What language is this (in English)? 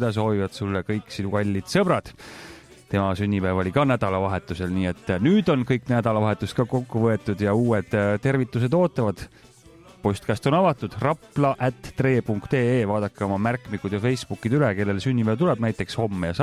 Estonian